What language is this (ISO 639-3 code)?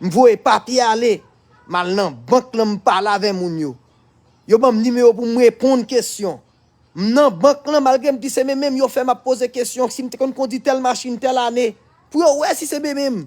hat